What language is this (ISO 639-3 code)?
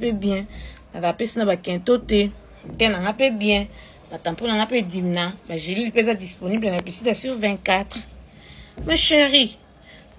lin